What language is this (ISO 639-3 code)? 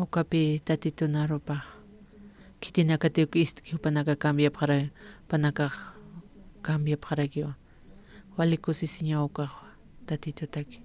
aym